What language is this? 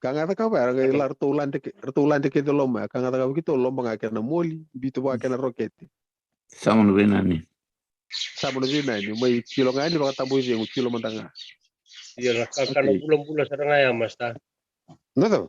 Fijian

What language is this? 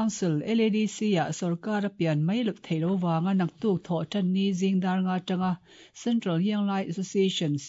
Mizo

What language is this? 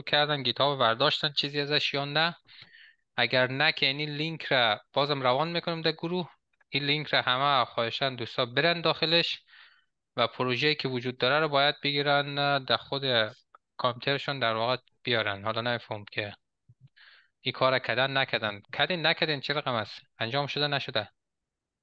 Persian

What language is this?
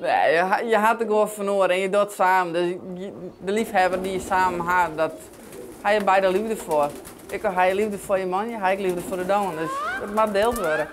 Western Frisian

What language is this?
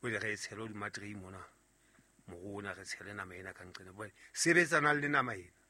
Southern Sotho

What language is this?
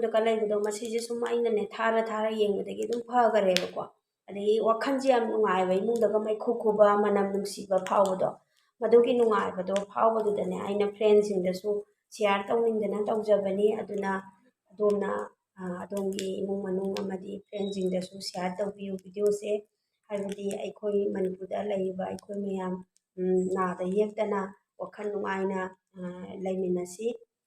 Manipuri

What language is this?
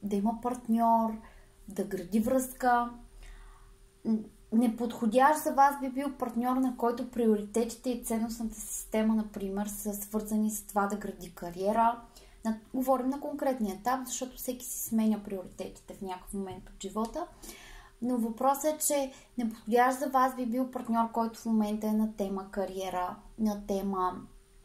Bulgarian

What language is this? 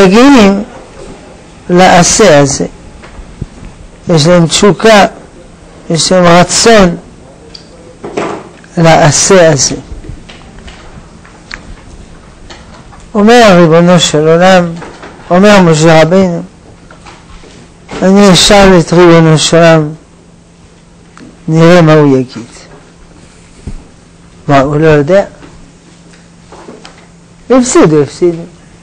Hebrew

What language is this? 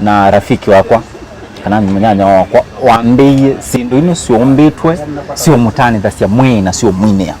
Kamba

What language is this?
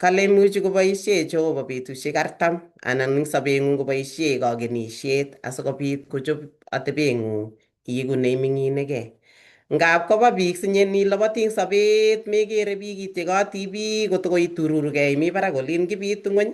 Kalenjin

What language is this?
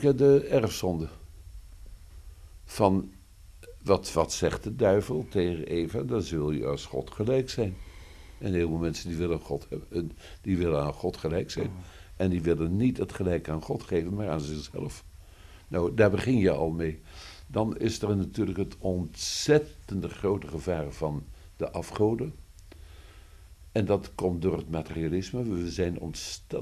Dutch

